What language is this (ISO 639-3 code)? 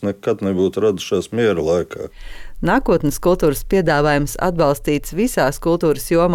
lav